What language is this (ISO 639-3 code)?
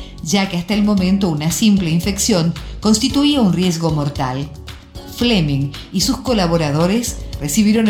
spa